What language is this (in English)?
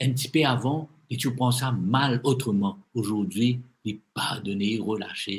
Morisyen